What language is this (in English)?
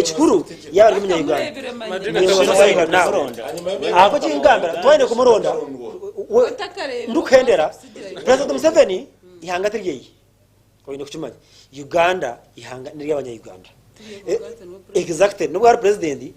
Nyankole